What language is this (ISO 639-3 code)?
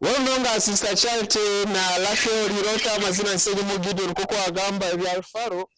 nyn